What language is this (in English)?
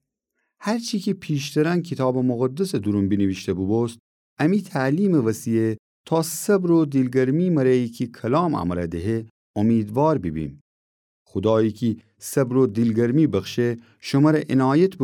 Gilaki